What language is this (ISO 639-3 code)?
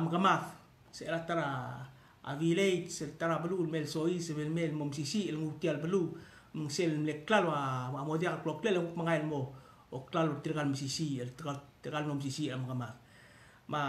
pau